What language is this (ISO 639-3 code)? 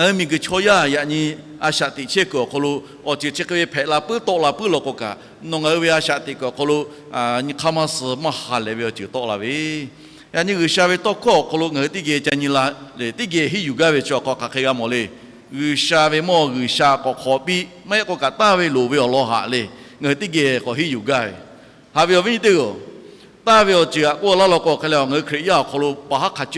lhu